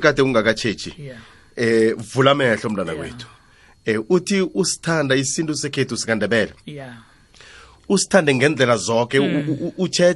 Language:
South Ndebele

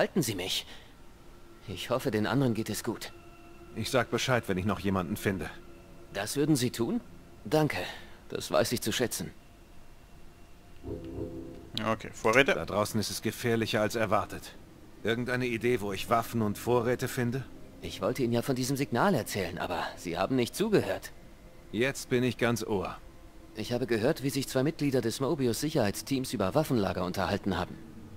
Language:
German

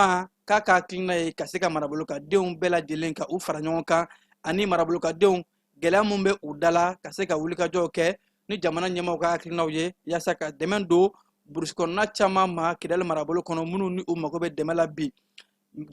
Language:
Bambara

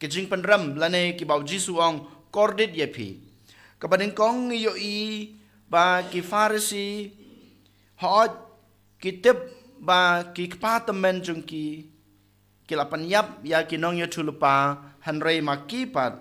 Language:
Khasi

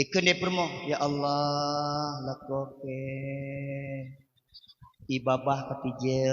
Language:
Achinese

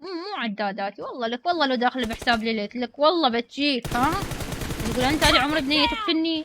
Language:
Mesopotamian Arabic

